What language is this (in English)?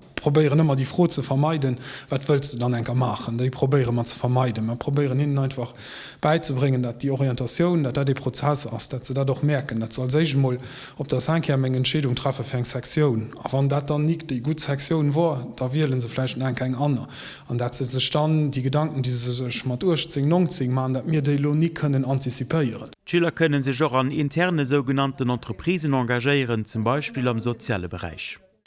Luxembourgish